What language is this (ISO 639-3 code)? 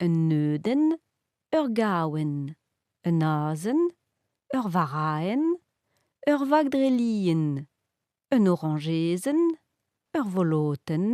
bre